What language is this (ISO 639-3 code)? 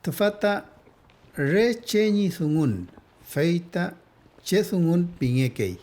arn